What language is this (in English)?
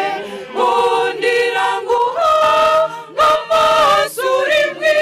Kinyarwanda